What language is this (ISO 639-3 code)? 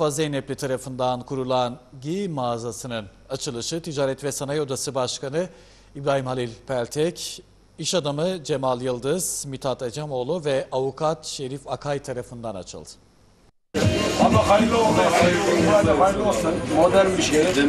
tur